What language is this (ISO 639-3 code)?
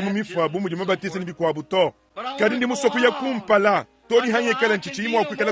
lua